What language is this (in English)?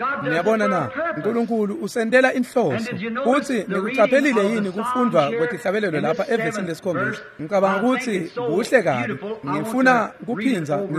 Swati